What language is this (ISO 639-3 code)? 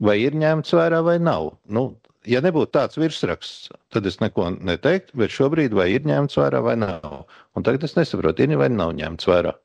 lav